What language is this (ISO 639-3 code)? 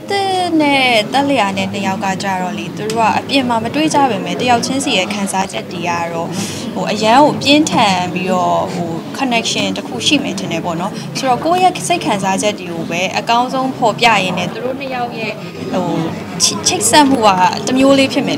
mya